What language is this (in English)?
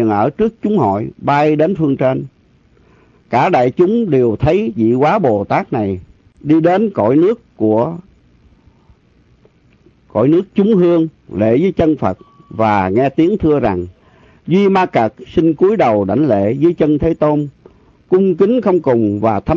Vietnamese